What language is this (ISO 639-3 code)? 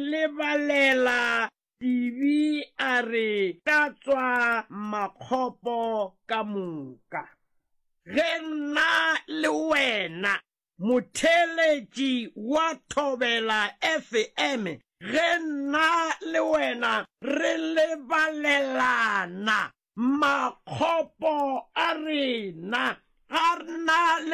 nso